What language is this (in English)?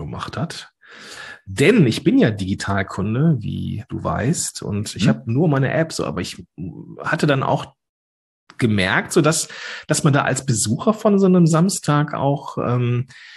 German